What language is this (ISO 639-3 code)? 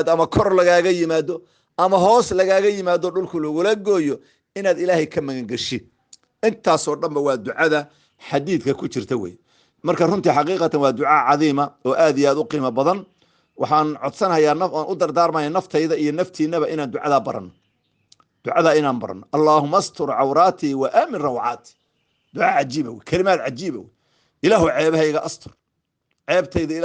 som